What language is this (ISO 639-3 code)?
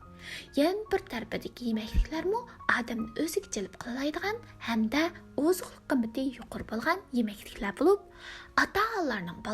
uig